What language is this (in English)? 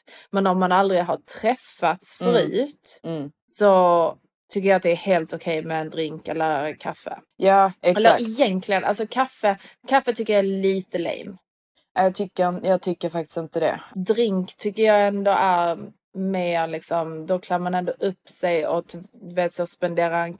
Swedish